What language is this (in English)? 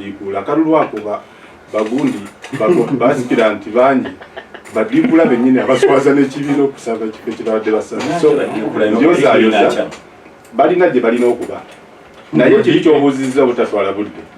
Ganda